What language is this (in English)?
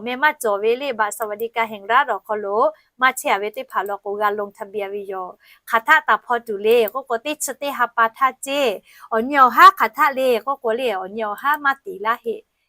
Lahu